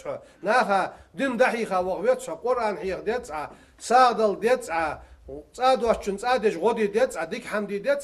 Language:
Ingush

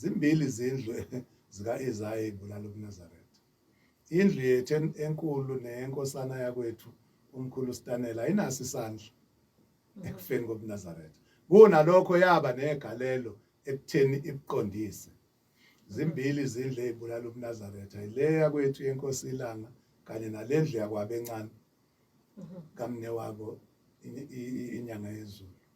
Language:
Zulu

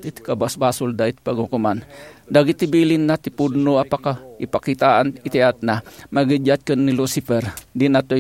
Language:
Iloko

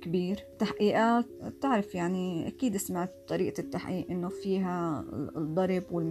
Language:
North Levantine Arabic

